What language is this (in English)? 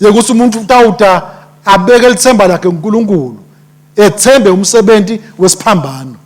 Swati